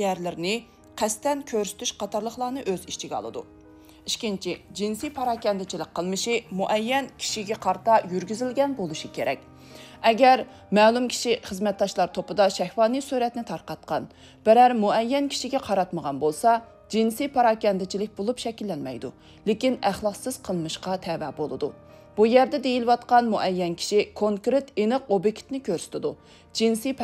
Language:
Uyghur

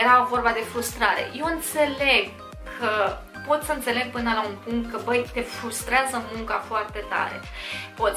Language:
Romanian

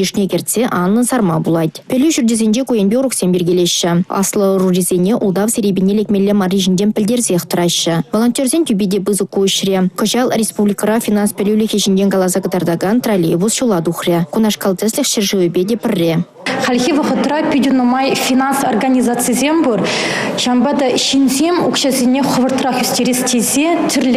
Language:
Chuvash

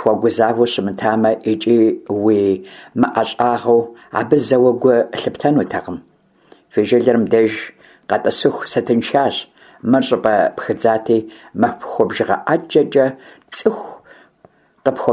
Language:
Kabardian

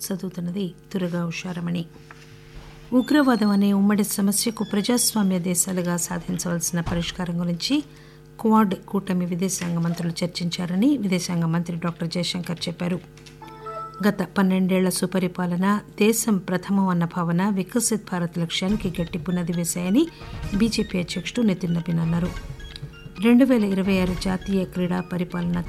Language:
Telugu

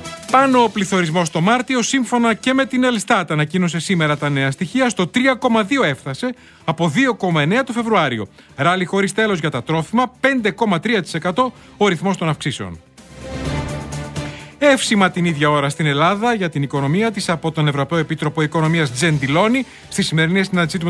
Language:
Greek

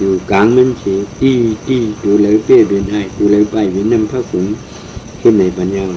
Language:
Shan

